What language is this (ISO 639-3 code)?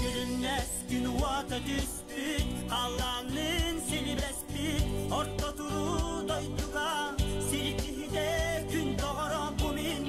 sah